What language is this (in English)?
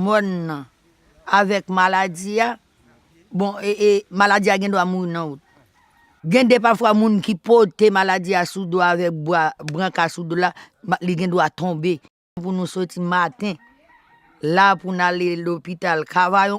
Haitian Creole